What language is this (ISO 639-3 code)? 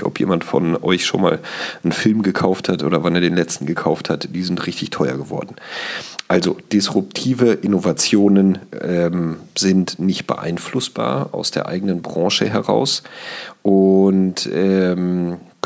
deu